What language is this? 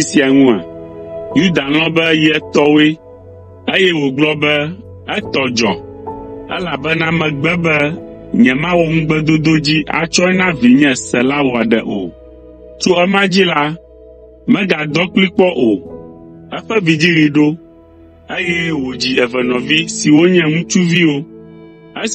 Ewe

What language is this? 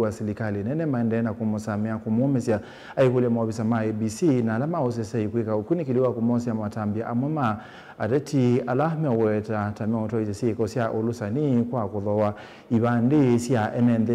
Kamba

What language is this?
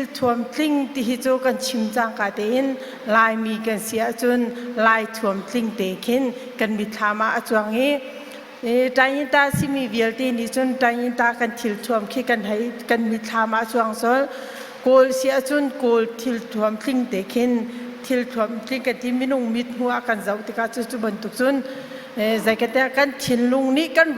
Hakha Chin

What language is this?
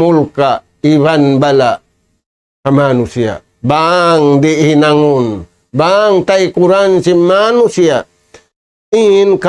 Tausug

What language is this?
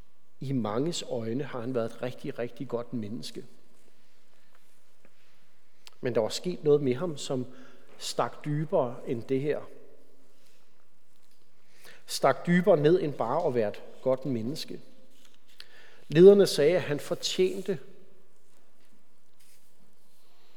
Danish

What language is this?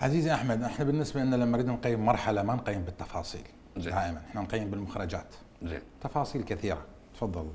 Mesopotamian Arabic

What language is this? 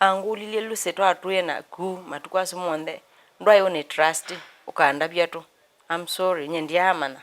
Kamba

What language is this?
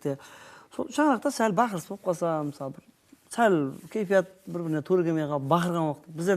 Kara-Kalpak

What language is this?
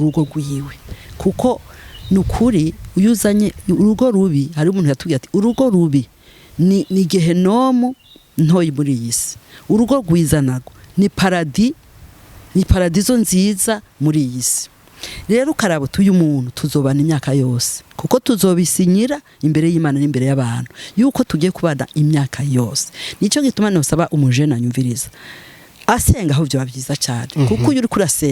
Rundi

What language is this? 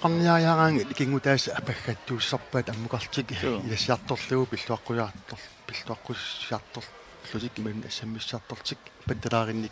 Kalaallisut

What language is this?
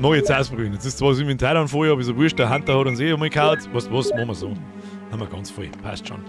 Bavarian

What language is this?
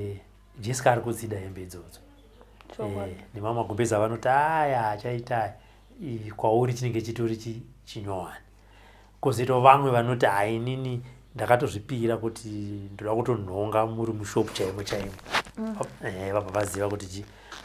Shona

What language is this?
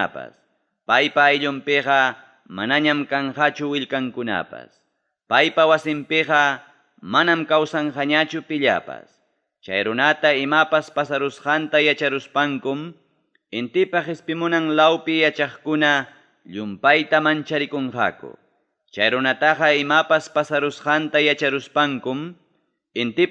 Ayacucho Quechua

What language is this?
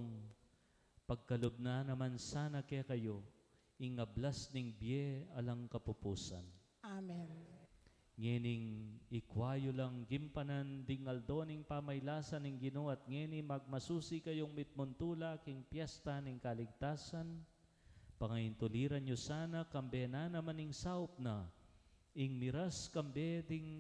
Pampanga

